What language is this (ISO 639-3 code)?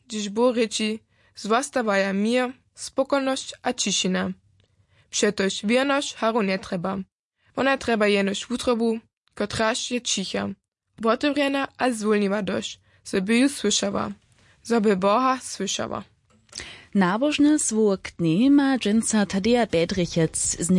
hsb